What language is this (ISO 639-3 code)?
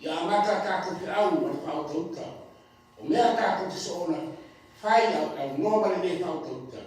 smo